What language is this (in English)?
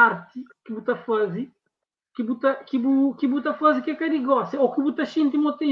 Kabuverdianu